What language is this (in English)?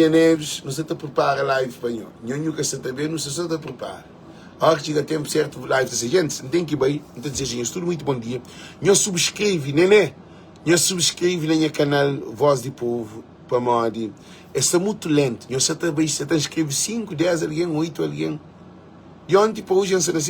Kabuverdianu